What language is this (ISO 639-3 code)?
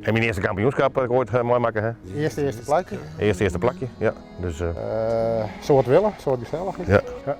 fry